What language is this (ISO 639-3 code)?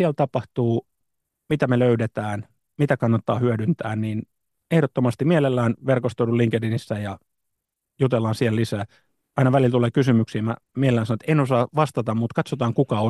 fin